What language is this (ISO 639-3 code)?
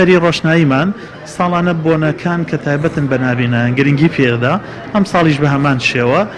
ckb